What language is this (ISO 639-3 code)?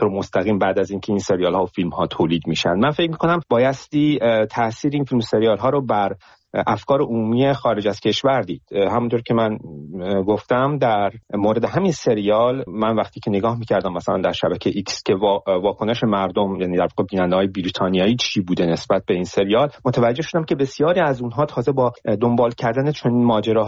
fas